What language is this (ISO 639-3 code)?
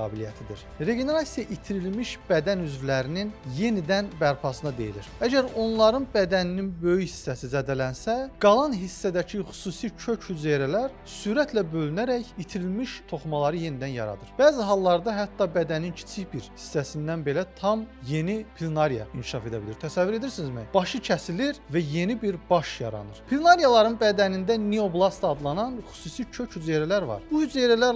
aze